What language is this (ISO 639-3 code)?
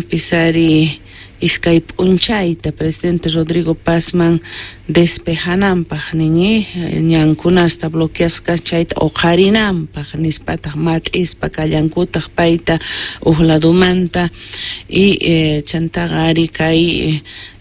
que